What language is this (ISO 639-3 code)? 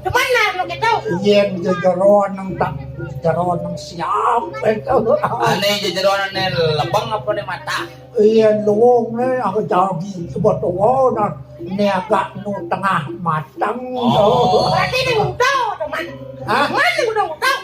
ban